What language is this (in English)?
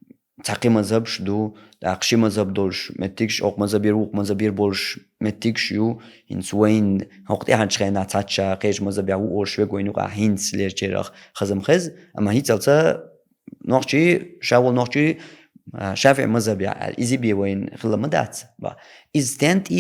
Chechen